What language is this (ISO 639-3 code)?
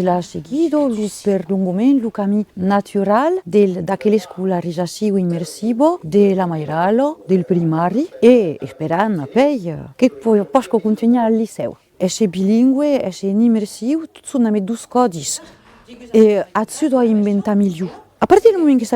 oci